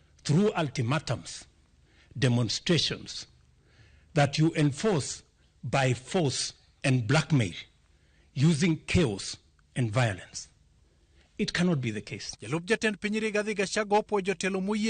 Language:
Luo (Kenya and Tanzania)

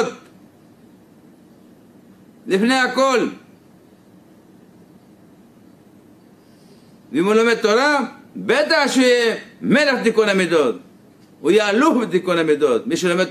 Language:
Hebrew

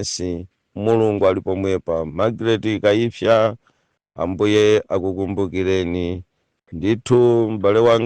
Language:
Nyanja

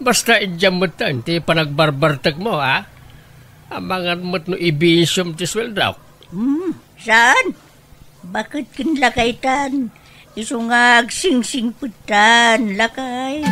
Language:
Iloko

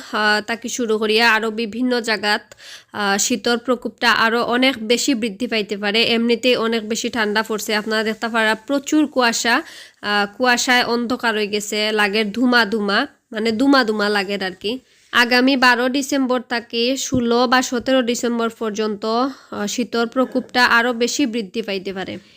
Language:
Sylheti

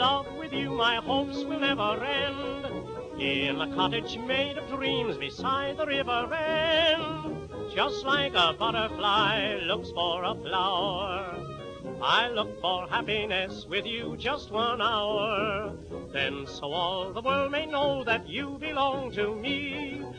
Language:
English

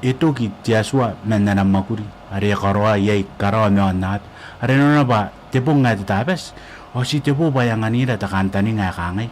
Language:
Gilbertese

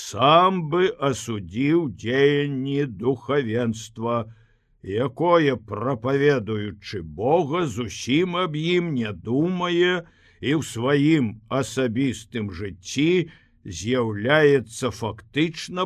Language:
Belarusian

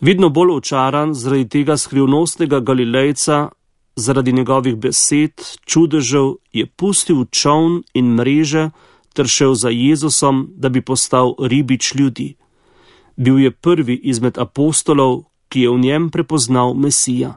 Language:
Slovenian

